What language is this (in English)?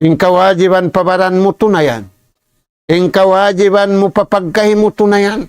Tausug